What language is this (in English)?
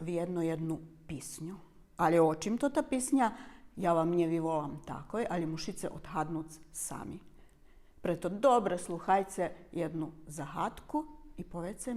Rusyn